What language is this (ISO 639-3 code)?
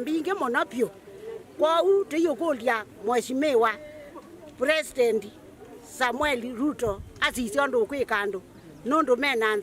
kam